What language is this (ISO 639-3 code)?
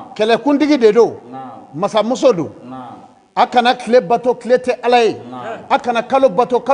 bam